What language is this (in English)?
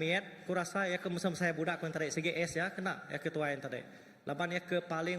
Iban